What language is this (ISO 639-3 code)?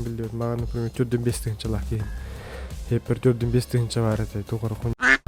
sah